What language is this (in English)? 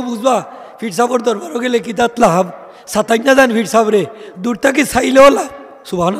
Sylheti